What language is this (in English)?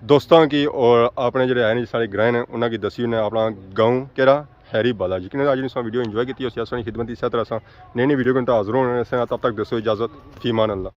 Pahari-Potwari